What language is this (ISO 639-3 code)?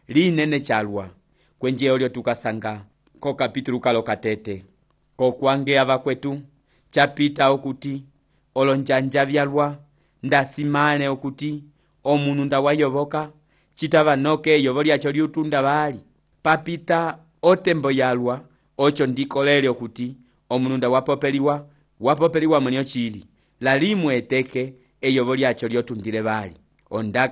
umb